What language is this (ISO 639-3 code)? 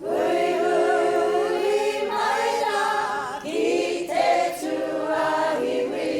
mri